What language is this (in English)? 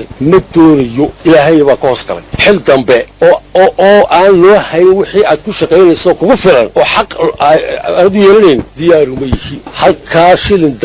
Somali